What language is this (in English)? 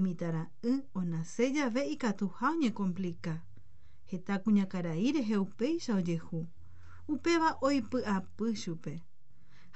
Guarani